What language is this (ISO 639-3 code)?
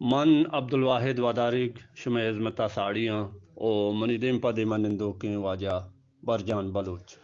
bgp